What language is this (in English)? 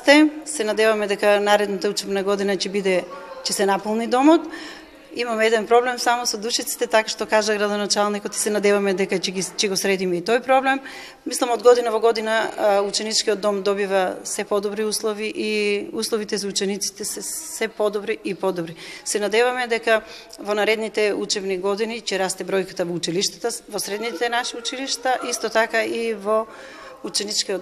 Macedonian